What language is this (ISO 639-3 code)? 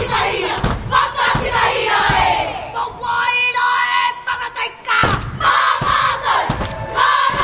mri